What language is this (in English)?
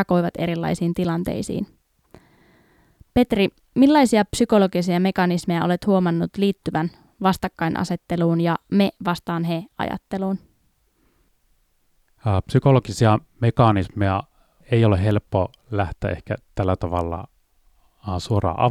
Finnish